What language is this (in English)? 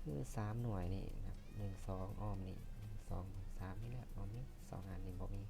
Lao